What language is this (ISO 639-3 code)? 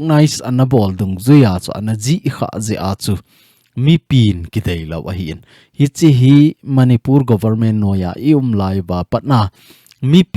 tcz